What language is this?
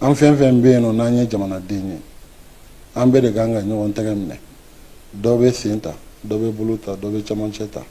Bambara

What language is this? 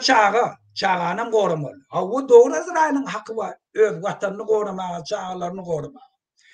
Turkmen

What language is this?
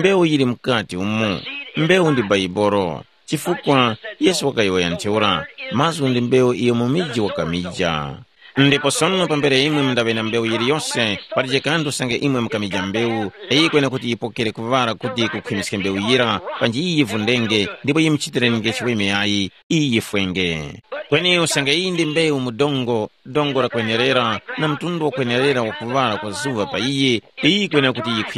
Tumbuka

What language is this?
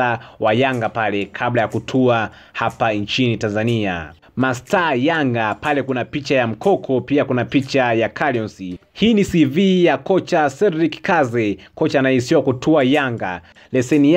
Swahili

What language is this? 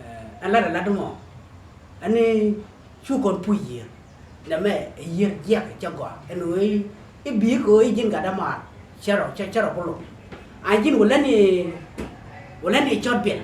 Nuer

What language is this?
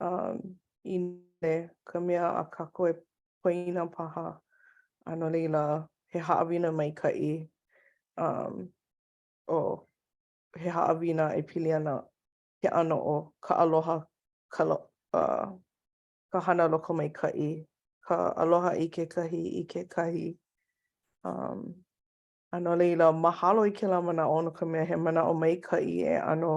Hawaiian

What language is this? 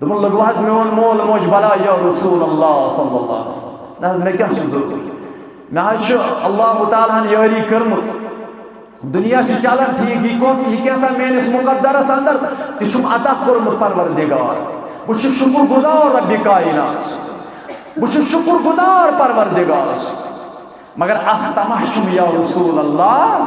Kashmiri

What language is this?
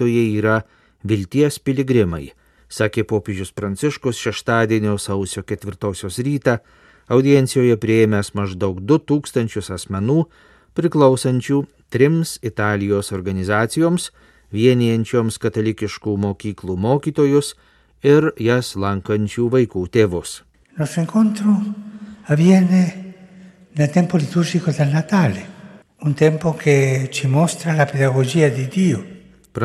Lithuanian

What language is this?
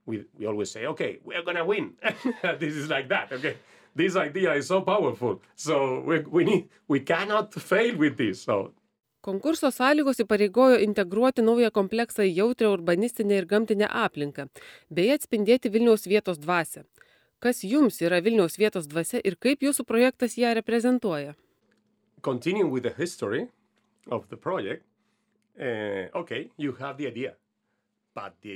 Lithuanian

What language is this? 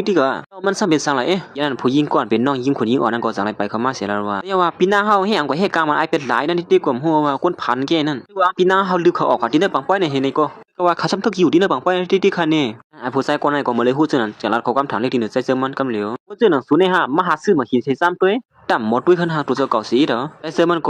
Shan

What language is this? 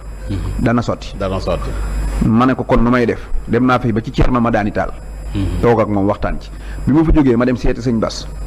Wolof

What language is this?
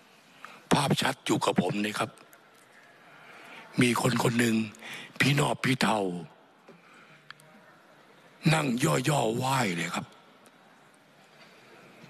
Thai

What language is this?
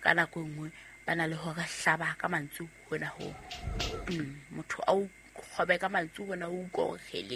Southern Sotho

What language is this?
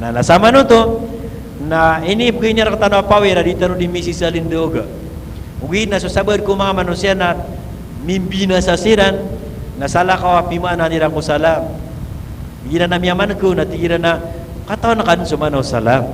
Maranao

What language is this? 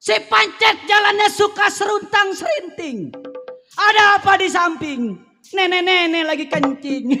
Betawi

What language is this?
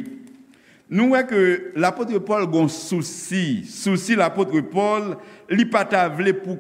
Haitian Creole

